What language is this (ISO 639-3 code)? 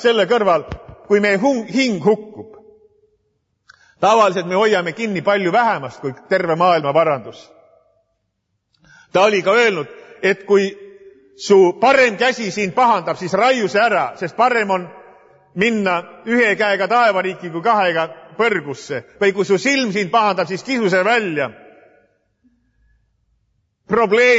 est